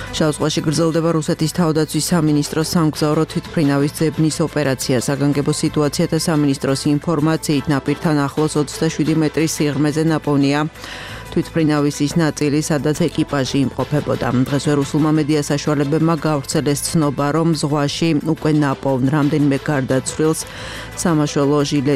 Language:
Georgian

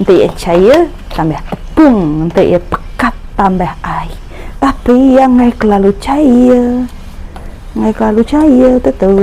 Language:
Iban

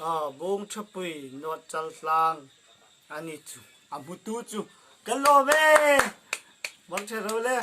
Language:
Hmar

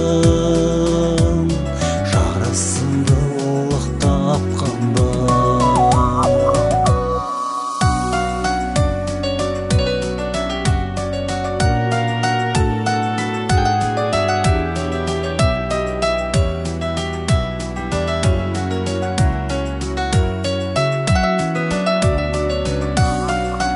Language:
Kazakh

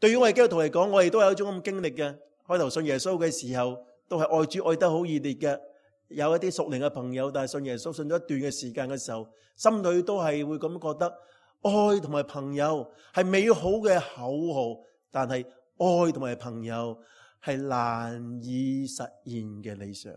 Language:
Cantonese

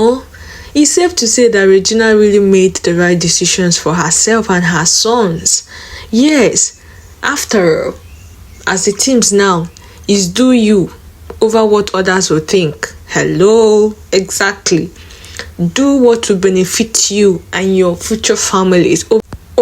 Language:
Nigerian Pidgin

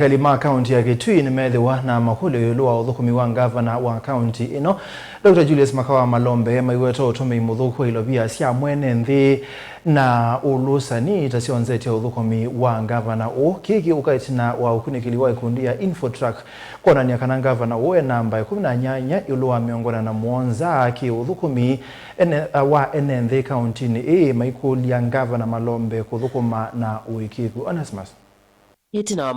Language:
Kamba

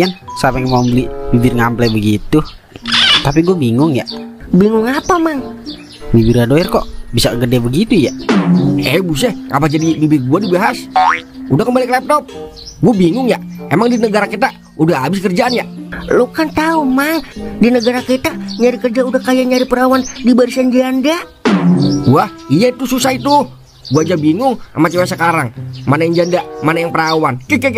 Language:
Betawi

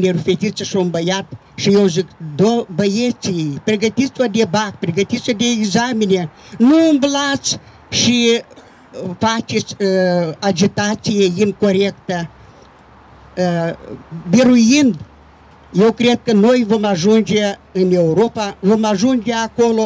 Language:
Romanian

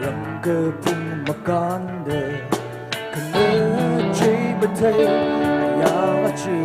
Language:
Tangkhul Naga (India)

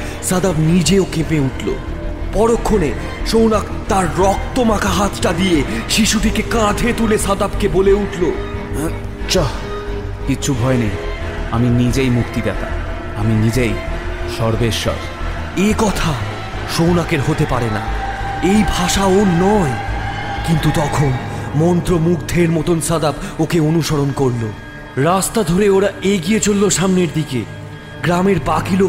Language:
Bangla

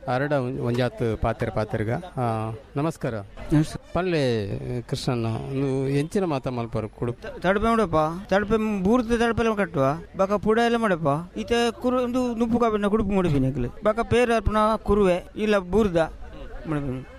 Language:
Tulu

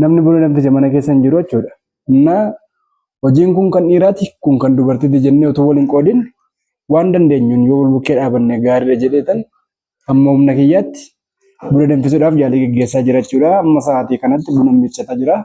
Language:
Oromo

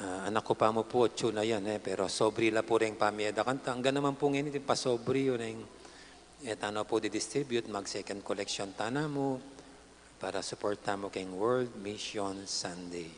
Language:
Pampanga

